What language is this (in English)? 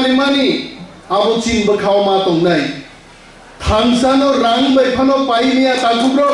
Kok Borok